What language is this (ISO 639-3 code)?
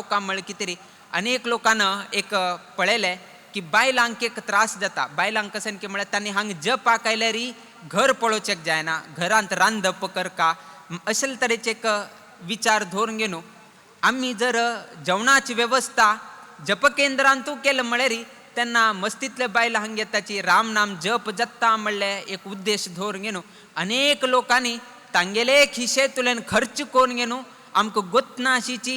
kok